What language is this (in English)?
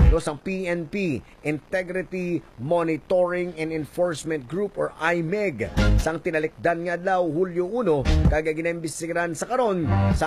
Hiligaynon